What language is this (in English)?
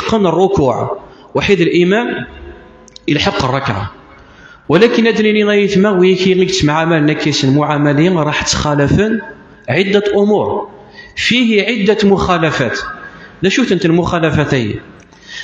Kabyle